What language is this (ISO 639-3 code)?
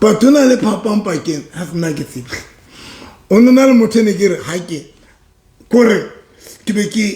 sot